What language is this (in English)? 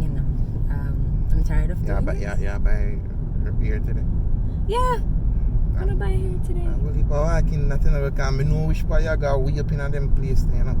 Jamaican Creole English